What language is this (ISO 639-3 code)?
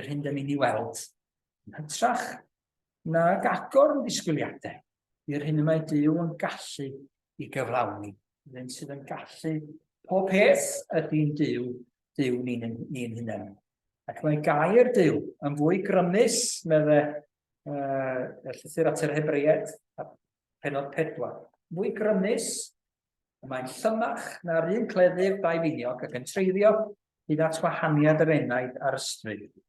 cym